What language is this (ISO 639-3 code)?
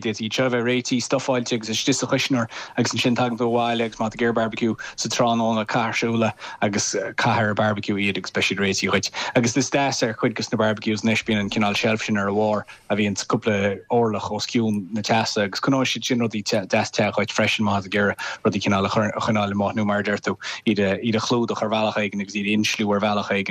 gle